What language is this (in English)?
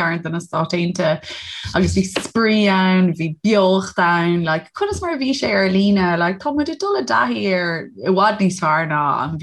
Irish